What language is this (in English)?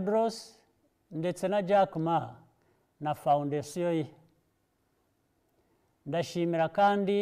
Kinyarwanda